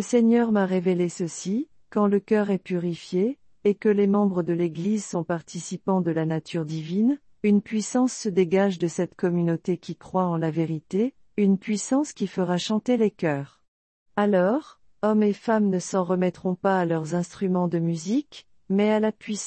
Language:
French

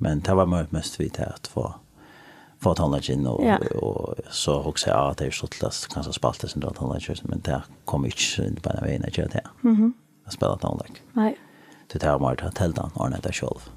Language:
Faroese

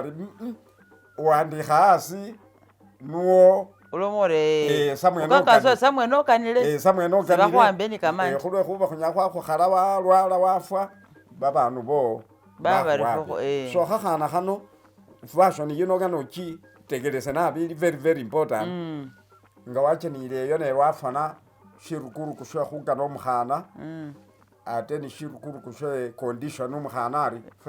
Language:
Masaaba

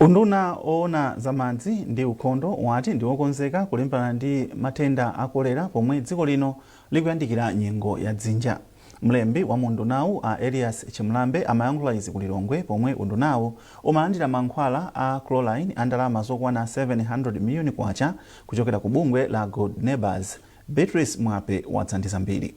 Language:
Nyanja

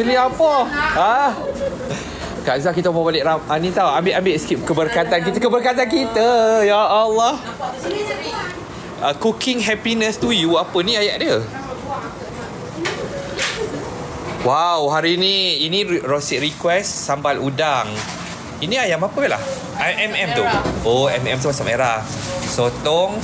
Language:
Malay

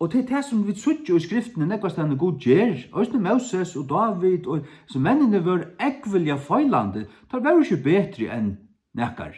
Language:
Faroese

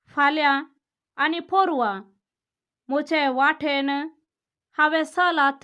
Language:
Konkani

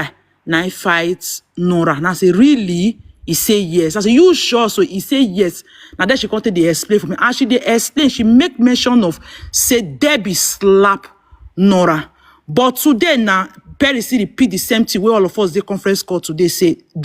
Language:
Nigerian Pidgin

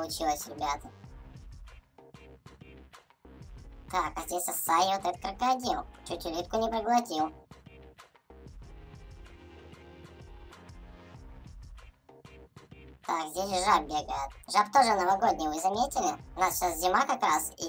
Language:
Russian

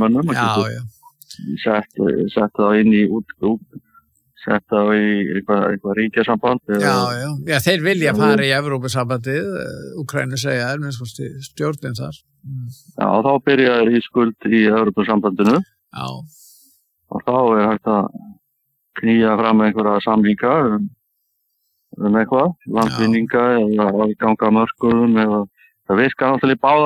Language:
Icelandic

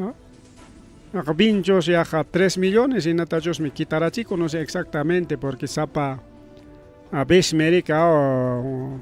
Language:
Ayacucho Quechua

